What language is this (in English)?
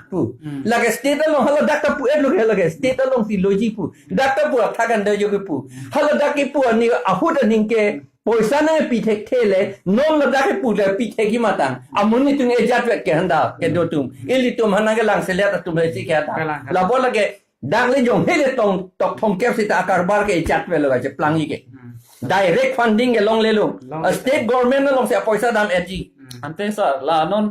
Karbi